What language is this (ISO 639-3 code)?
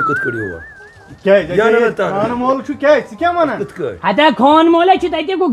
kas